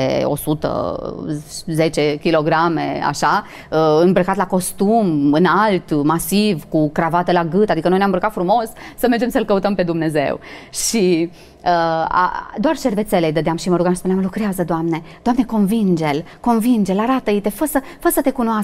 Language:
Romanian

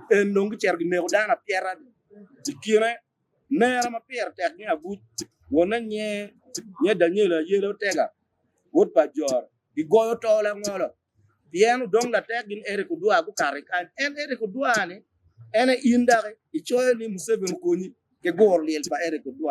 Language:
Acoli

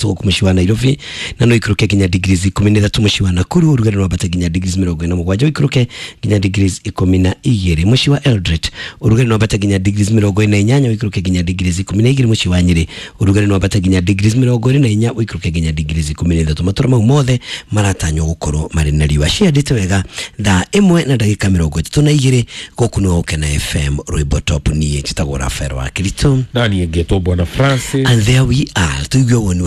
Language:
Kikuyu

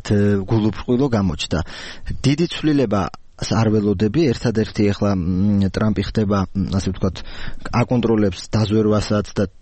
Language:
Georgian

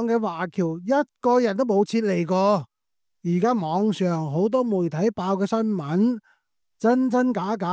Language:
Cantonese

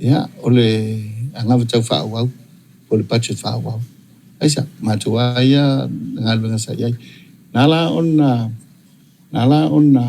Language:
Samoan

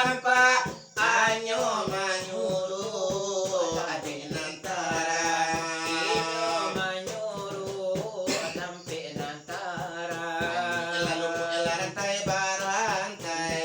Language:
Minangkabau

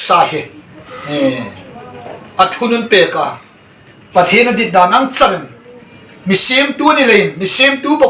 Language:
Hmar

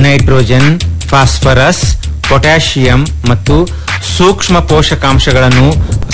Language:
Kannada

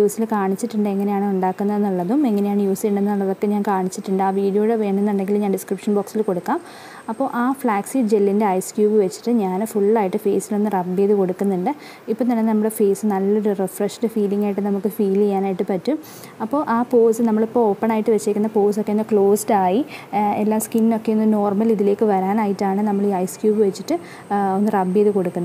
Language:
Malayalam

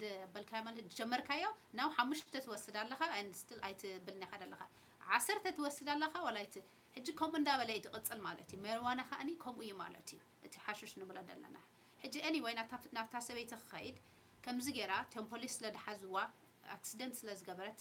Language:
Tigrinya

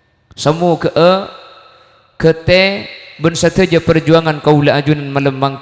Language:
Madurese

